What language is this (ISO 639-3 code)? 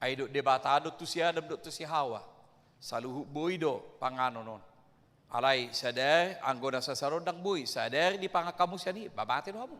bbc